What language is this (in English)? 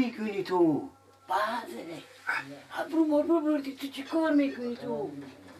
Persian